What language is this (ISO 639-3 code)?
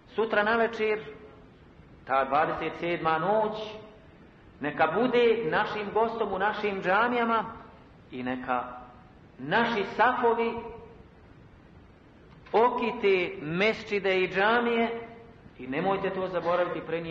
bos